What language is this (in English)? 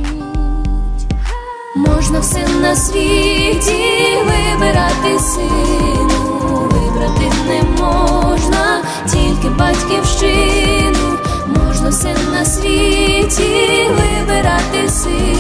Ukrainian